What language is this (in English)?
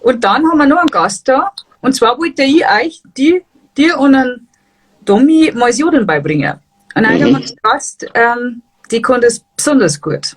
Bavarian